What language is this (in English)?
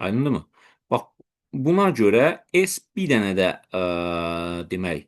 Azerbaijani